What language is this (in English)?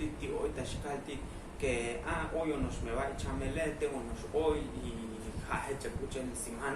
Tzotzil